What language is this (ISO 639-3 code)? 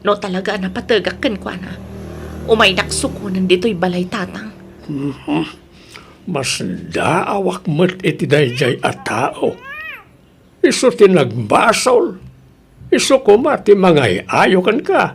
ilo